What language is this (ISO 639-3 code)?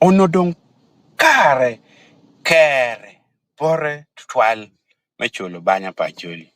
ach